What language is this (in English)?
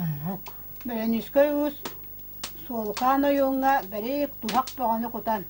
Yakut